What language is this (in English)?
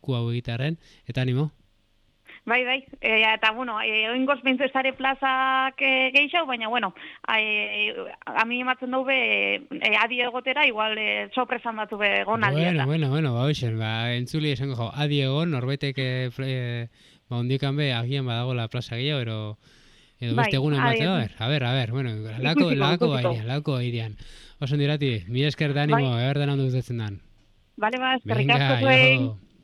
Basque